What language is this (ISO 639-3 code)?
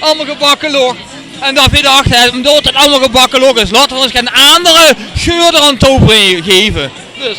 lim